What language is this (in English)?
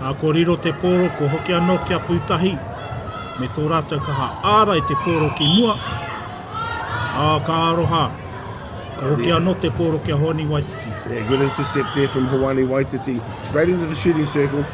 Māori